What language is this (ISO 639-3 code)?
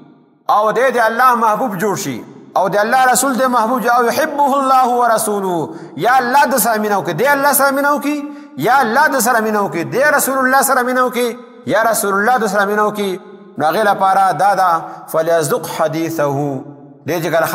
pus